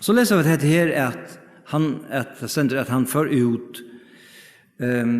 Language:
Faroese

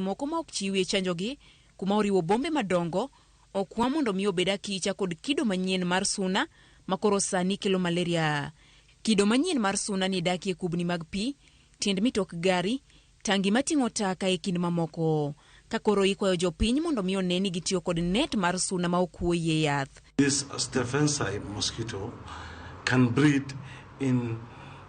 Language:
Luo (Kenya and Tanzania)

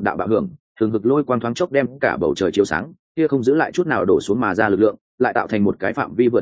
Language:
Vietnamese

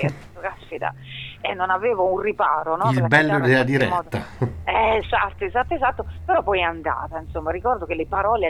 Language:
Italian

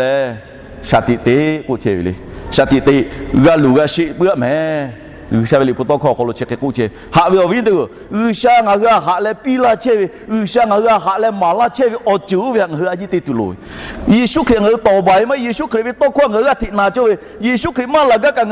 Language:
Lahu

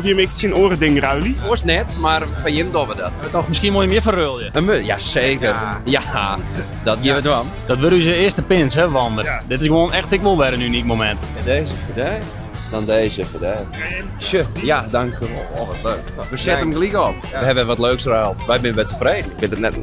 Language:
Western Frisian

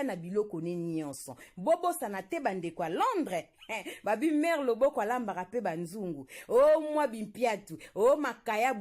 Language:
Lingala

